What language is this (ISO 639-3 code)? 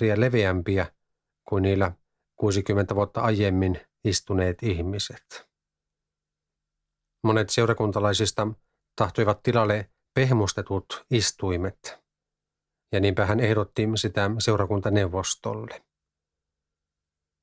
fin